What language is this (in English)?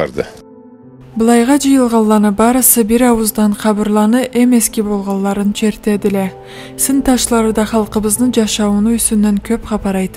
Karachay-Balkar